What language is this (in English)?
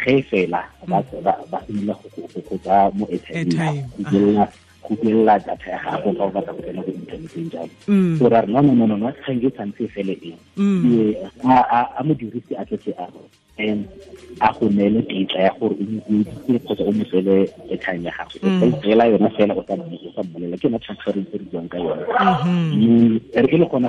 Tswana